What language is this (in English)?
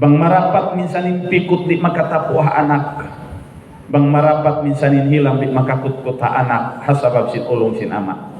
Tausug